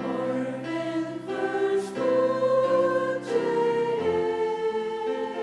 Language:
Faroese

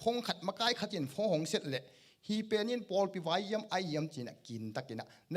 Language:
Tedim Chin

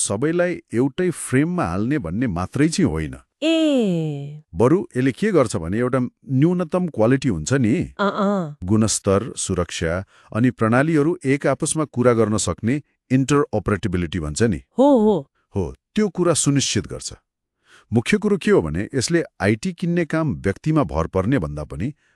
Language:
Nepali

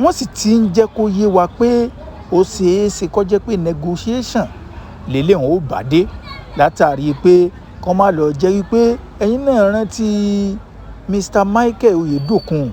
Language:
Yoruba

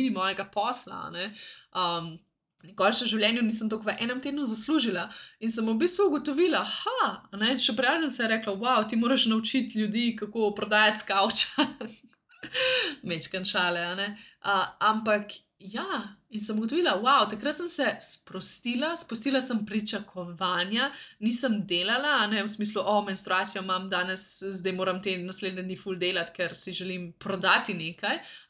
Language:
Slovenian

